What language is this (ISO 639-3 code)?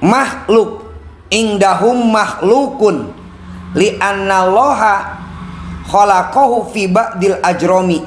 sun